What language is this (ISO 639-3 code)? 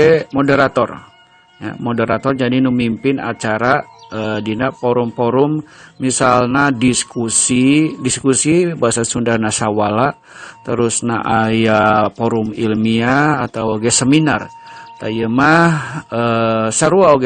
sun